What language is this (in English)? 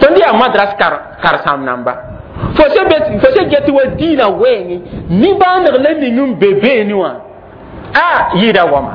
Mossi